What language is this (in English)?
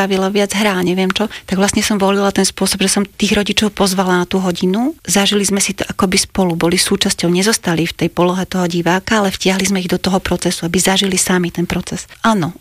Slovak